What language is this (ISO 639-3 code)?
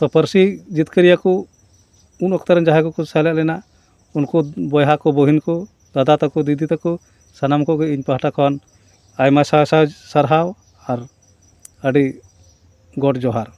sat